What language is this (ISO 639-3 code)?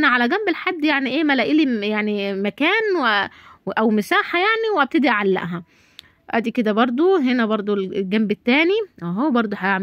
arz